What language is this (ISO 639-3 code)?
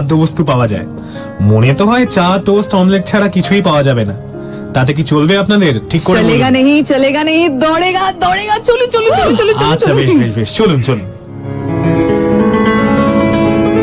ben